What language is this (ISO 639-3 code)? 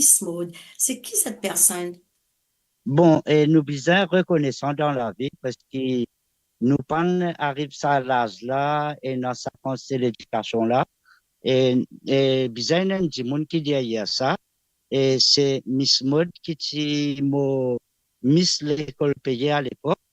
mfe